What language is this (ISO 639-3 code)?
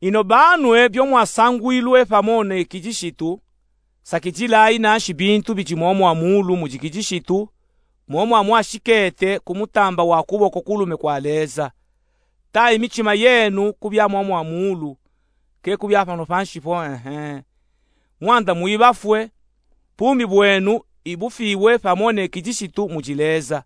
lub